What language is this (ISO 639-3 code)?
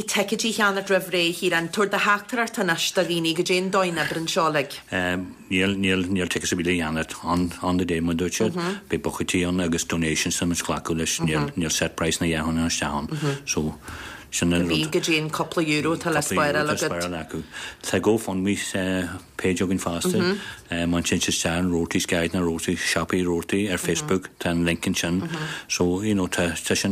gle